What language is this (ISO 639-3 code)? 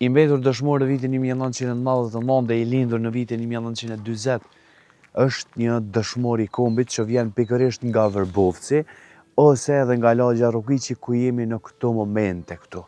sqi